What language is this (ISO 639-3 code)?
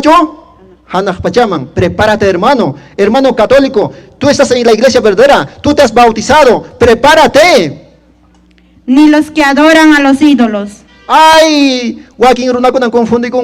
que